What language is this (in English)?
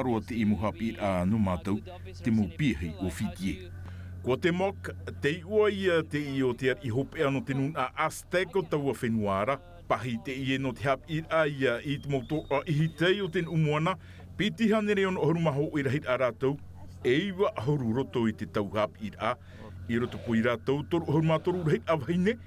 Tahitian